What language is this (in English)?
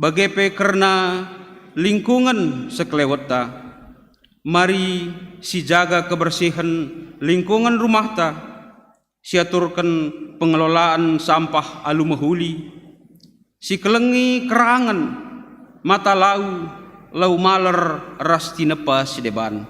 Batak Karo